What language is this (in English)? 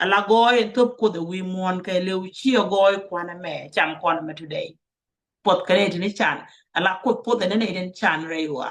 Nuer